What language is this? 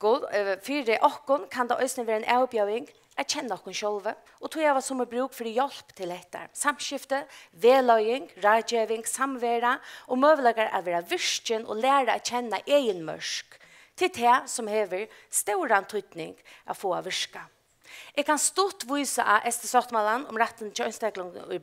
Faroese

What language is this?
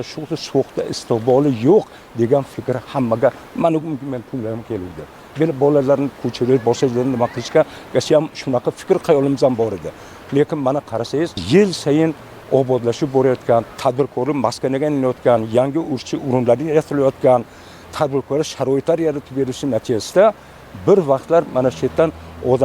Uzbek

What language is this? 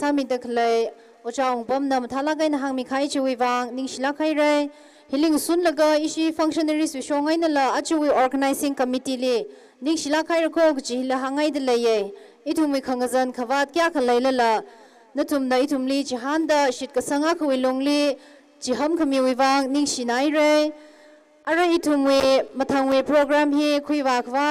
Tangkhul Naga (India)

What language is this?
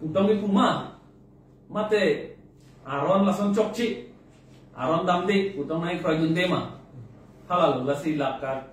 Karbi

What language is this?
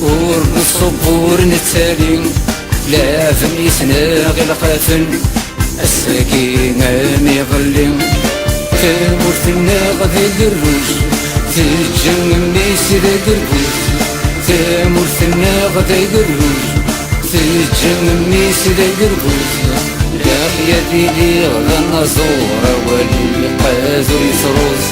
Kabyle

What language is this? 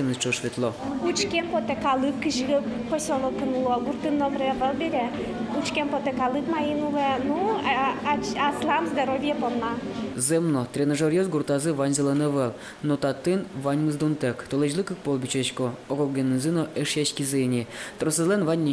Udmurt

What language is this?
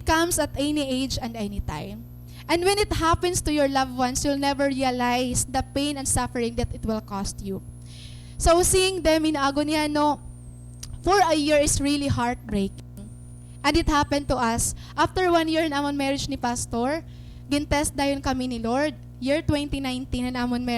Waray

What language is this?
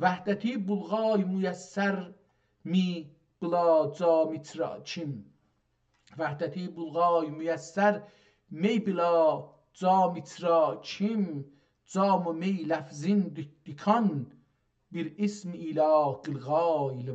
South Azerbaijani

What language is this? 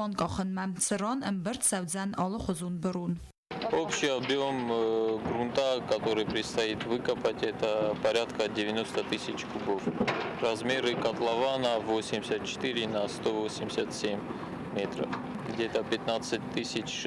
Ossetic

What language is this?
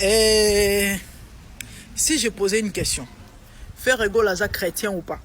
Lingala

